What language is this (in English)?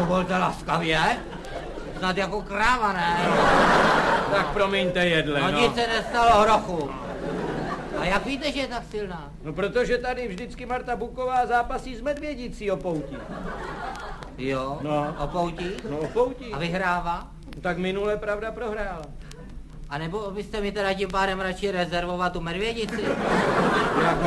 Czech